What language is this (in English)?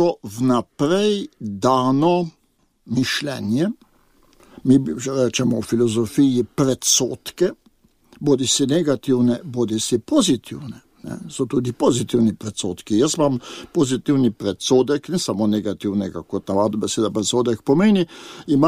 Slovenian